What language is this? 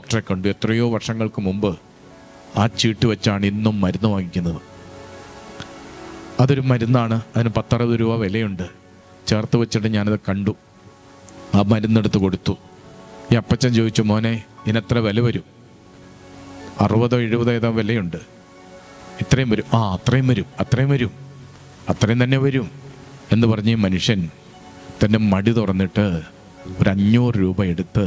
Malayalam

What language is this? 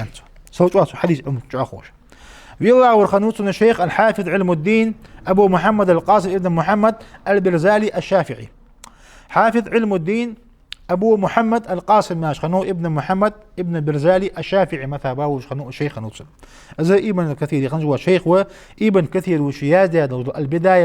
Ingush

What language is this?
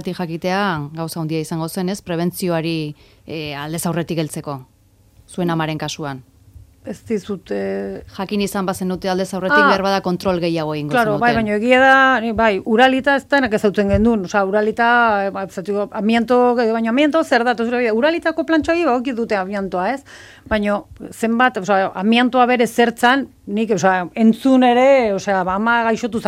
Basque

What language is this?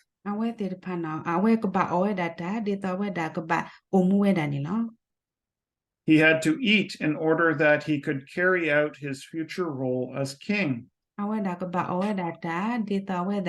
S'gaw Karen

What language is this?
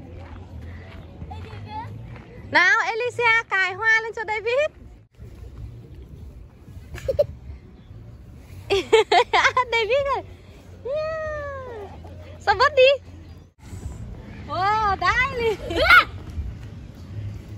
Vietnamese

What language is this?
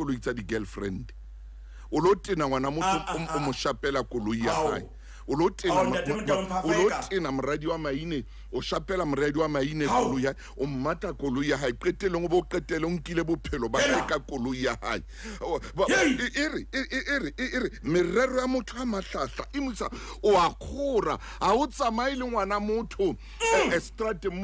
Southern Sotho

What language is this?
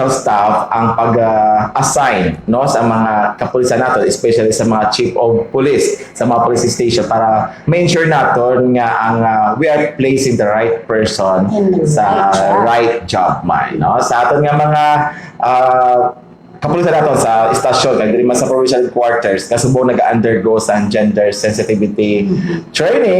Hiligaynon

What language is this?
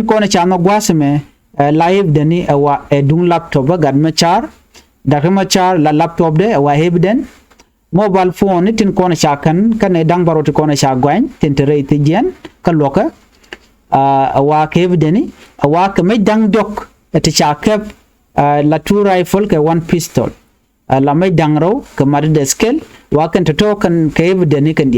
Nuer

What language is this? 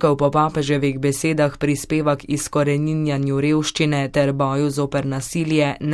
Slovenian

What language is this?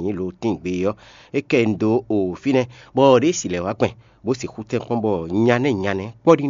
Fon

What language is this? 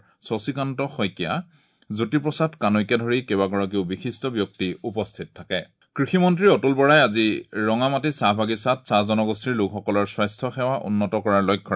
Assamese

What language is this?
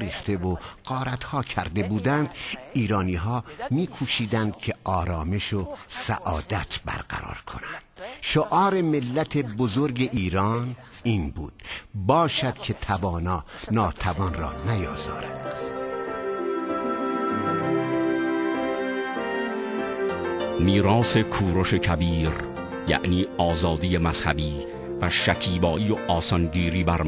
Persian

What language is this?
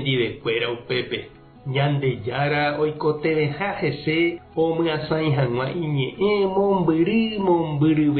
Guarani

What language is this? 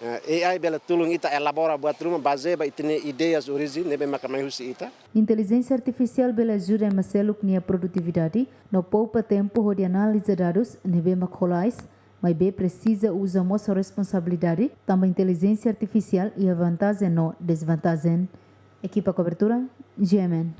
Tetum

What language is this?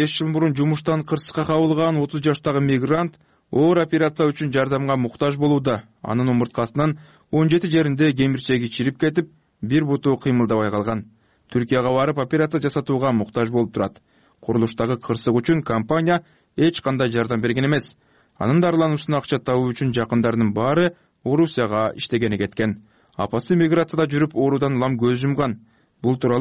Kyrgyz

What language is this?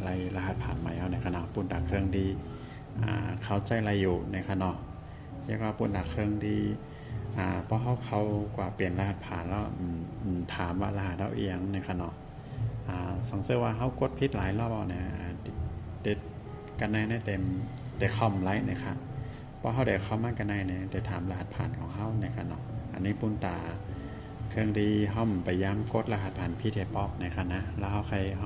Shan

